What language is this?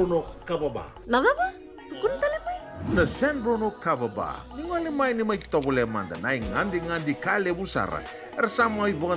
Fijian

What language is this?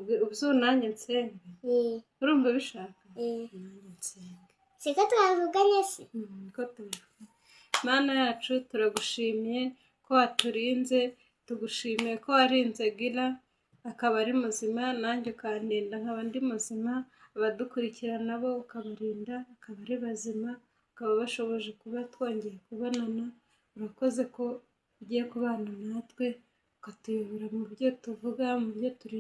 Kinyarwanda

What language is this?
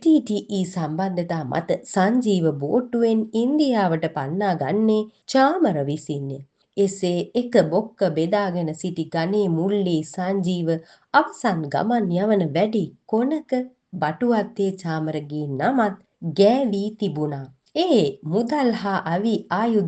Sinhala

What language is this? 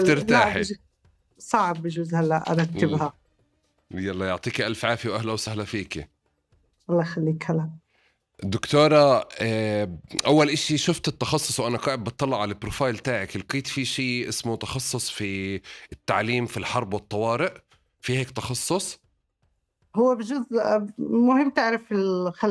North Levantine Arabic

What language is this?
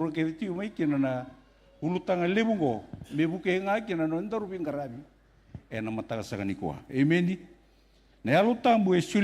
Fijian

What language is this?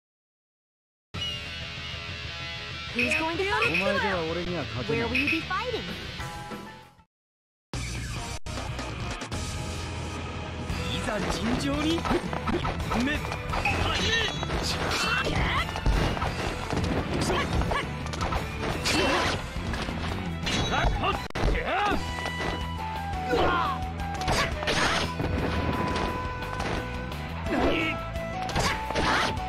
Japanese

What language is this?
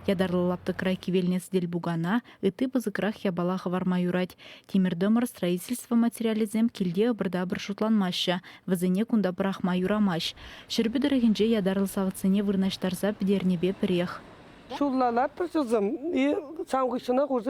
Chuvash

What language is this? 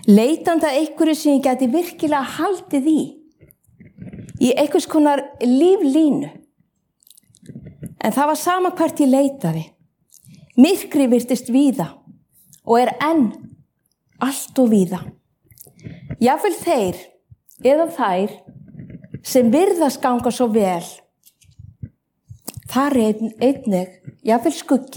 Icelandic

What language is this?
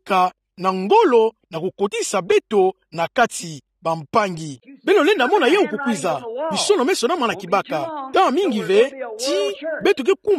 Kituba (Democratic Republic of Congo)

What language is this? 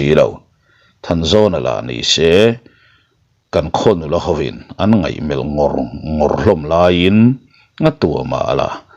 Mizo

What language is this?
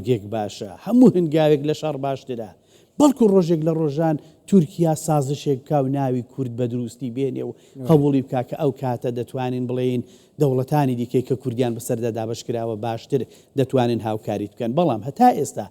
Central Kurdish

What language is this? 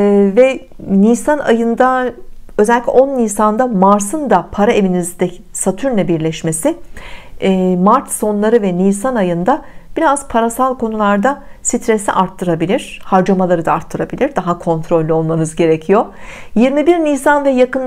Turkish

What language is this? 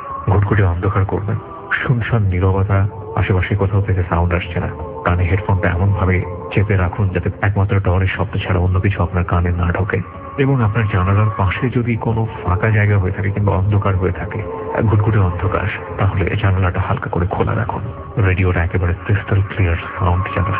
Bangla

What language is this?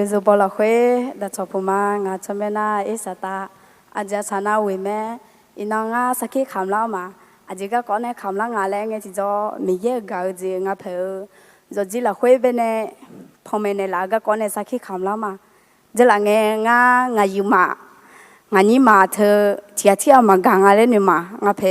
Akha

